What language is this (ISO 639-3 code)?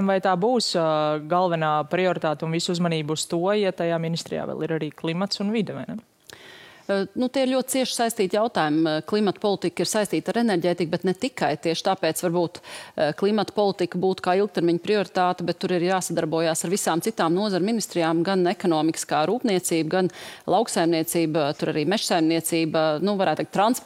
lav